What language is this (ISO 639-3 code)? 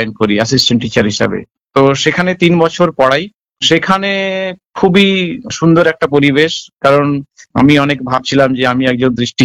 ben